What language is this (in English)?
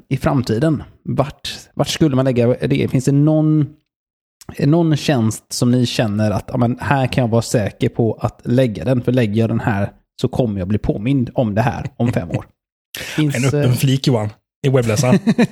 Swedish